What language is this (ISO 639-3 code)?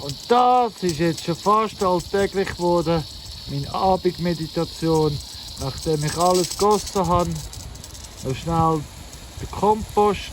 gsw